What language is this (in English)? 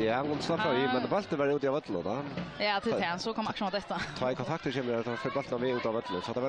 Faroese